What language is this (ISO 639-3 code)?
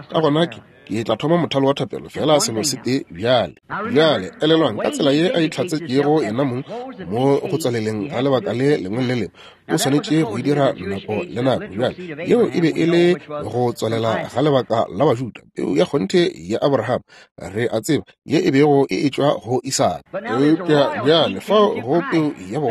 nso